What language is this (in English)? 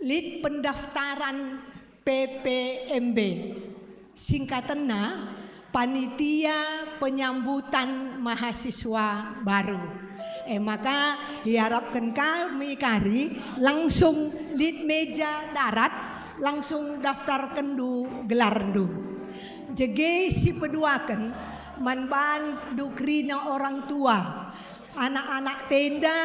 Batak Karo